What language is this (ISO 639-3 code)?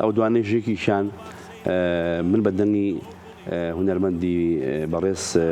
ckb